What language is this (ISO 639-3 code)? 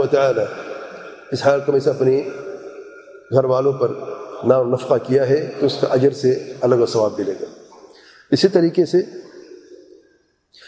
urd